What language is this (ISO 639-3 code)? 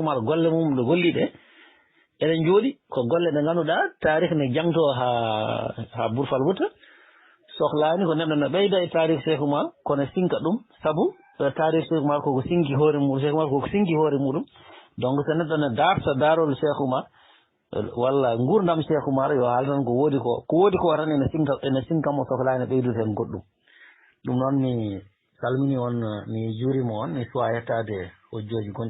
ful